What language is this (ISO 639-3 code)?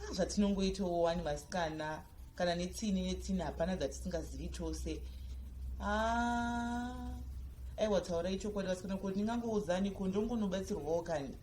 sna